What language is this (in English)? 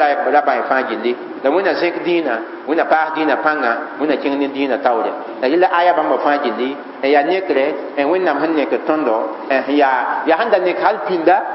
Mossi